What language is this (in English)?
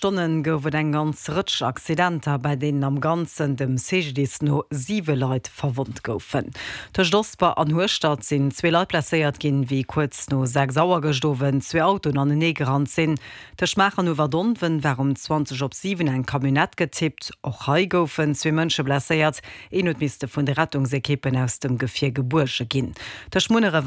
Luxembourgish